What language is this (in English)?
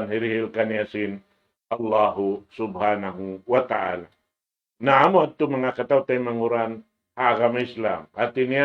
Tausug